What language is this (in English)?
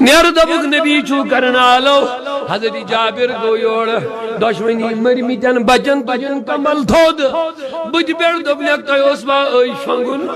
Kashmiri